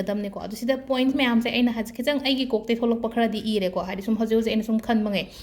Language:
Manipuri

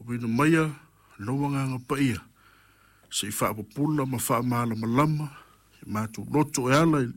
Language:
Samoan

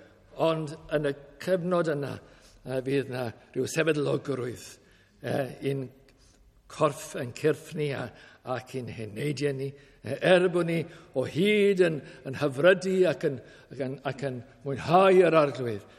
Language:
Welsh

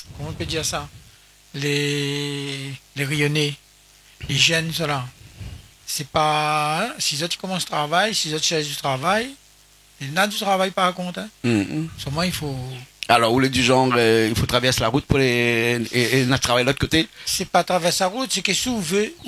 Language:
Réunion Creole French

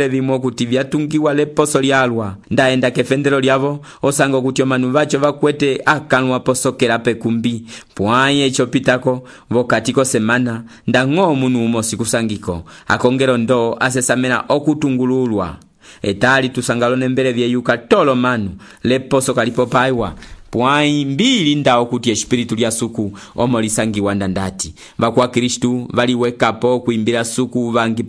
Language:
Umbundu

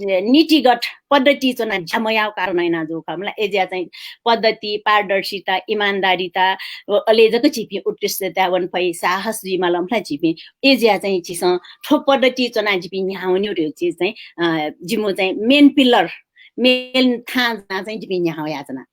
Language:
Newari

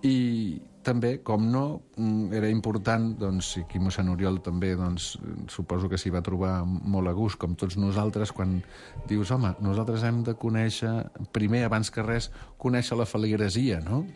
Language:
Catalan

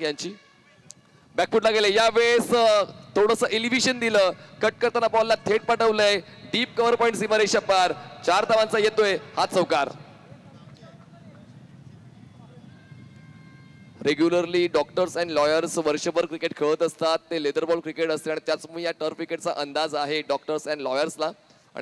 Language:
Marathi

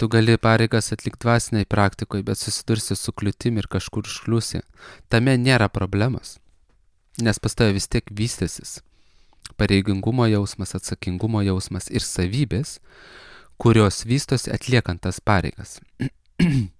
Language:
Lithuanian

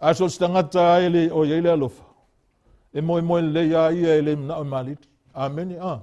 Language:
Samoan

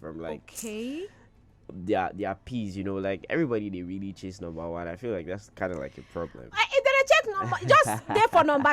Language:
Nigerian Pidgin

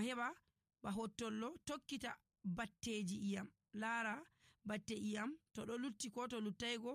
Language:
Nigerian Fulfulde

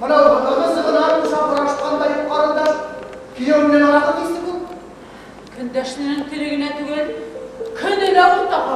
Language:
Bashkir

